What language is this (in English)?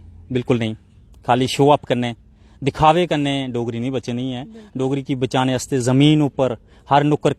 Dogri